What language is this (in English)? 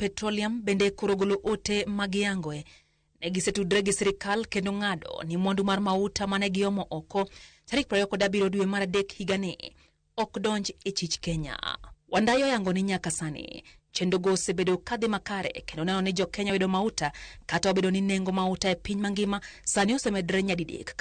Luo (Kenya and Tanzania)